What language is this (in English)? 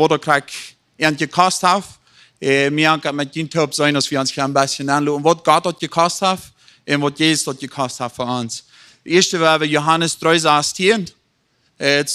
Plautdietsch